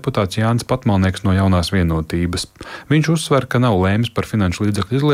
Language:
Latvian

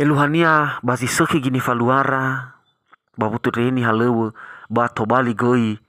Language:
Nias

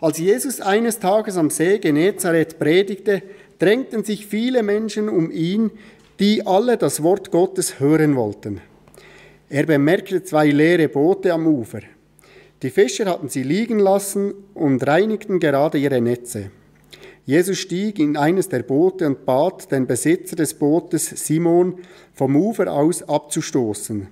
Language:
Swiss German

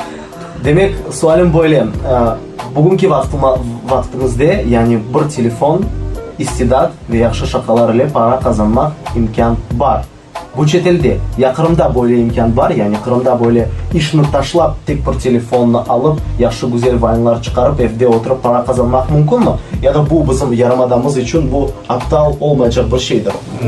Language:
Crimean Tatar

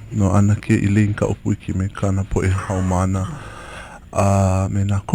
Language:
Hawaiian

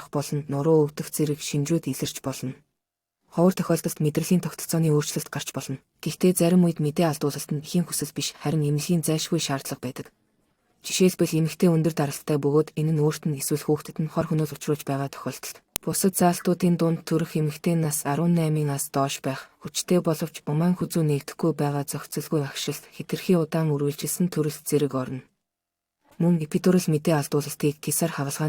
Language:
Mongolian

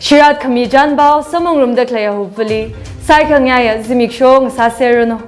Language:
Tangkhul Naga (India)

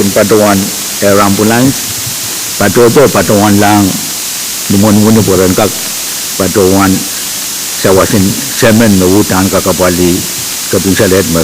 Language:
Pohnpeian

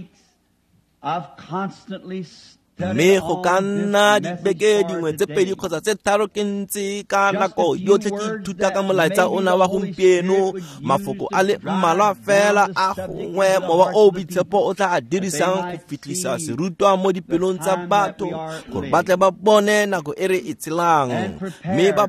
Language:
Tswana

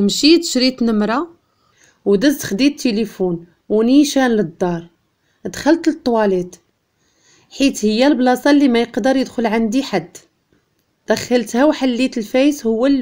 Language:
Moroccan Arabic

